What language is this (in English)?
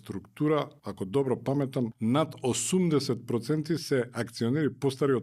Macedonian